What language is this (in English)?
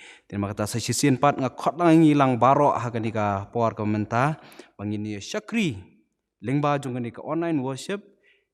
Khasi